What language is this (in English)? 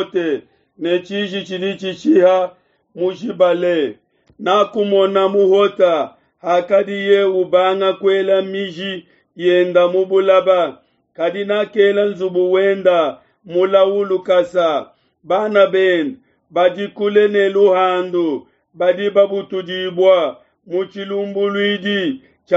Luba-Lulua